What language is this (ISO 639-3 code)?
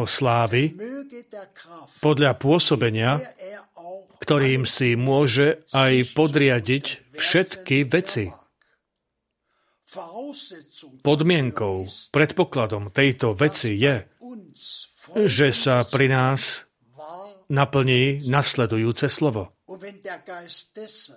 slk